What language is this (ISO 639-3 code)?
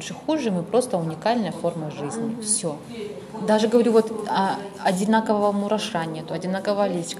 rus